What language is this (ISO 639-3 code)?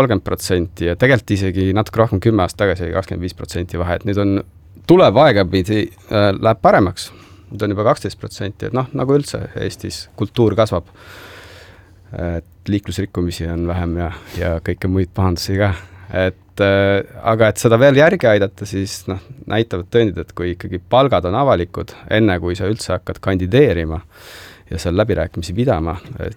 est